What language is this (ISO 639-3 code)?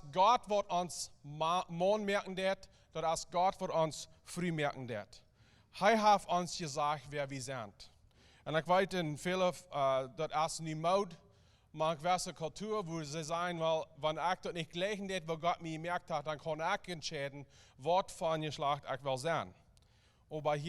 pdt